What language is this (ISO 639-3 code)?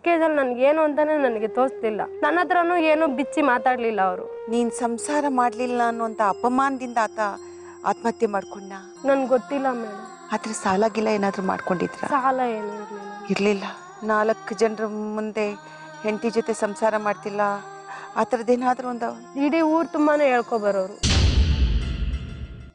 kan